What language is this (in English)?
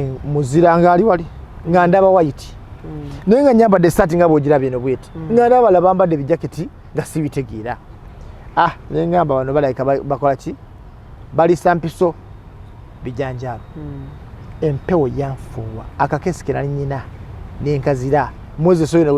Ganda